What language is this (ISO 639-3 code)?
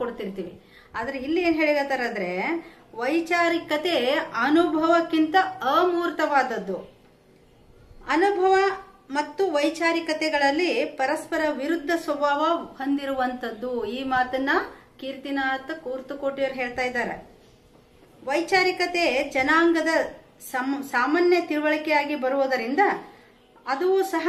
kan